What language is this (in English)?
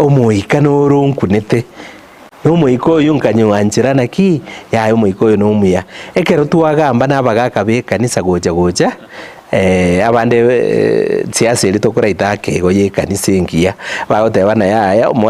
Gusii